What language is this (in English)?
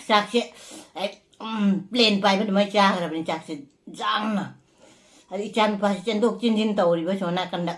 Manipuri